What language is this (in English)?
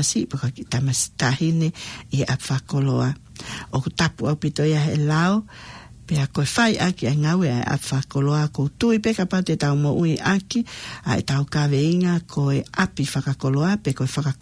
Tongan